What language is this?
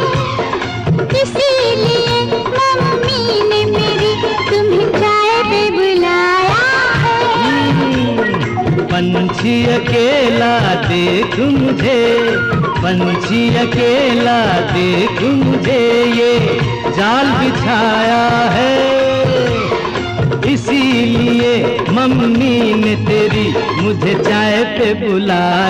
Hindi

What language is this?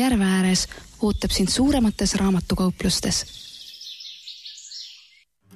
Estonian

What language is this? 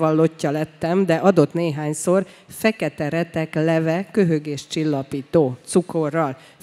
Hungarian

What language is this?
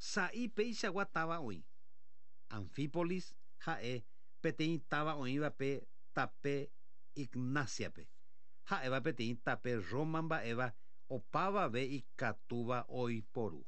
Guarani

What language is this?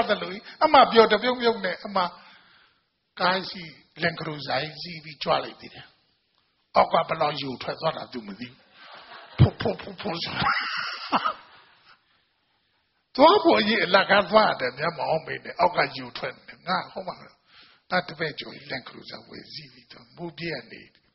Burmese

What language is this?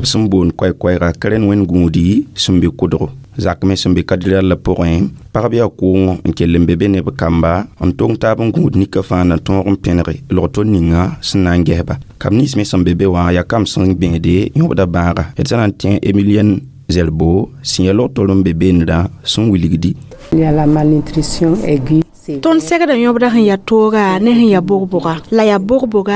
Mossi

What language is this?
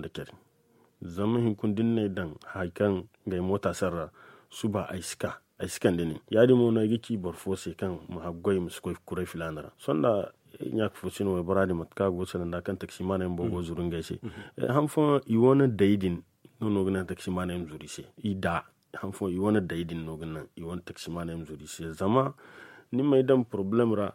Zarma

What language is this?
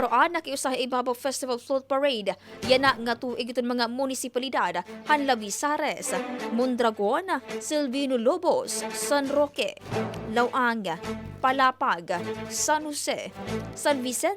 Waray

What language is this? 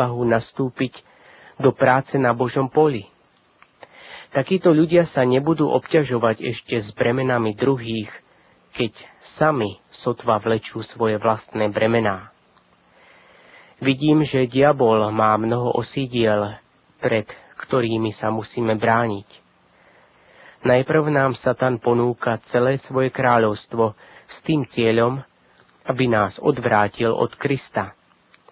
Slovak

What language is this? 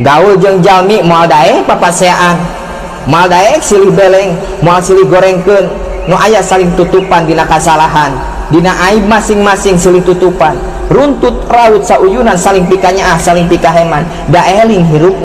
Sundanese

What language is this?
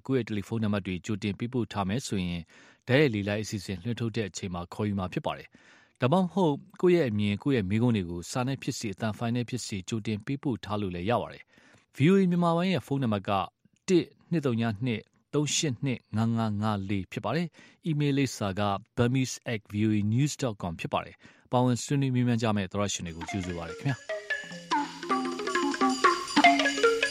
Burmese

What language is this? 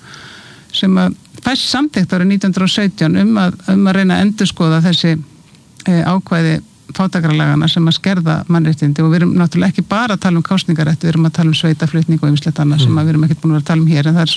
Icelandic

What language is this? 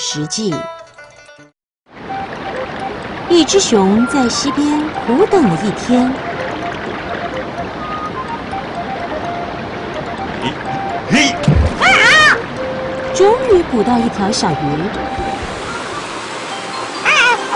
Chinese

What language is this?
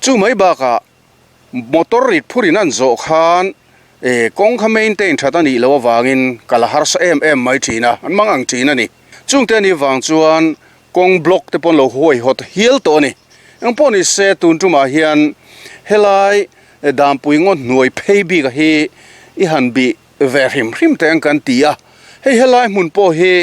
Mizo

